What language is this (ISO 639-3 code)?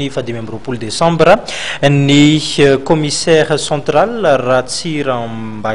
mlg